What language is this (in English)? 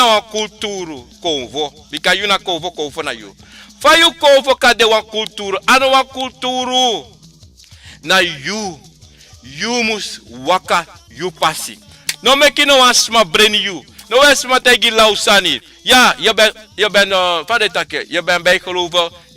Sranan Tongo